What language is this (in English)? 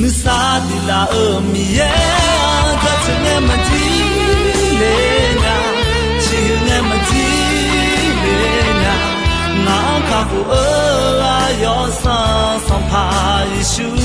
Akha